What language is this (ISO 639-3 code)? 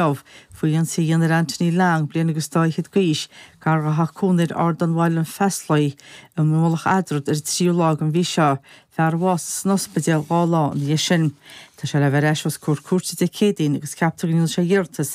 gle